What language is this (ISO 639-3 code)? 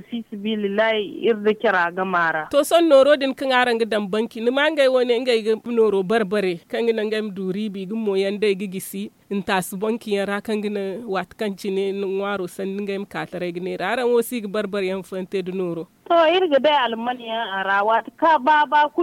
dje